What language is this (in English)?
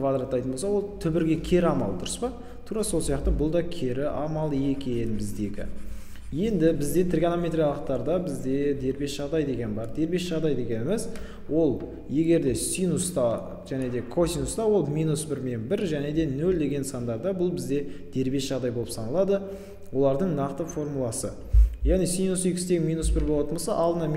Kazakh